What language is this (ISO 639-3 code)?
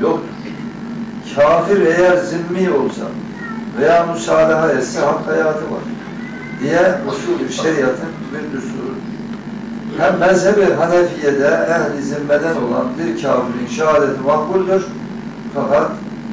tur